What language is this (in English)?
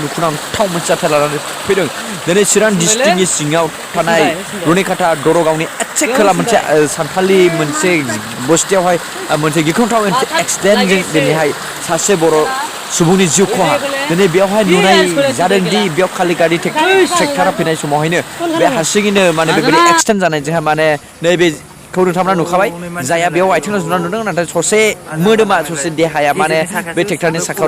Bodo